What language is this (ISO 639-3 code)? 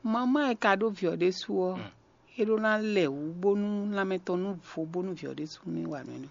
fon